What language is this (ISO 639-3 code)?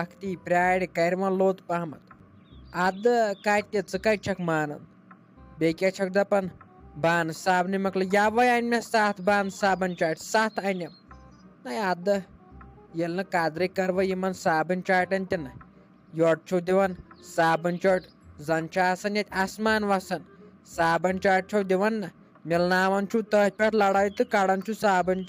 kas